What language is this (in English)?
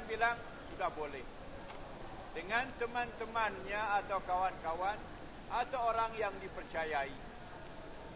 Malay